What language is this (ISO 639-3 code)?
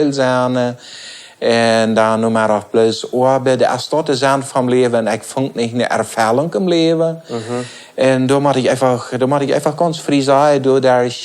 pdt